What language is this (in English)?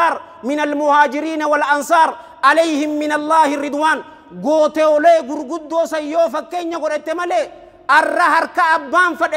Oromo